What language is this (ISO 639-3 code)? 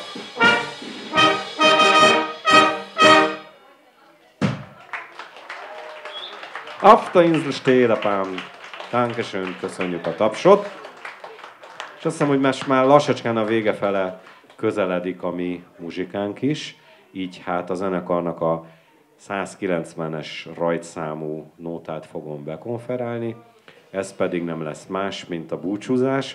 hun